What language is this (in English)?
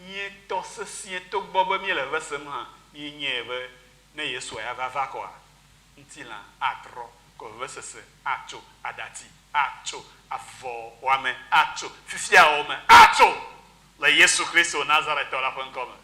Ewe